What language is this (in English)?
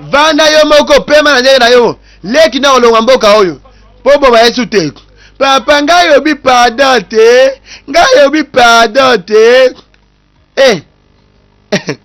Lingala